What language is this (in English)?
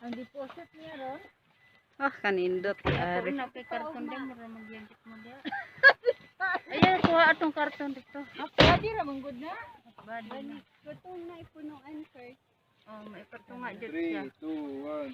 Cebuano